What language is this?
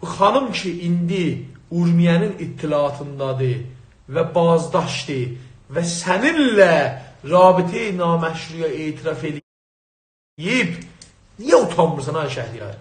South Azerbaijani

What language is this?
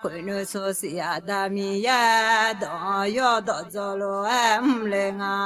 Akha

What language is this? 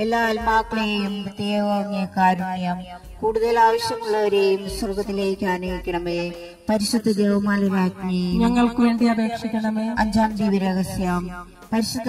Malayalam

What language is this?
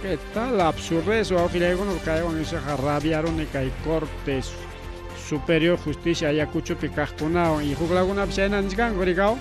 Ayacucho Quechua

